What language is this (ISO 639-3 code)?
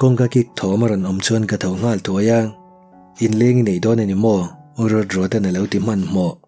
lus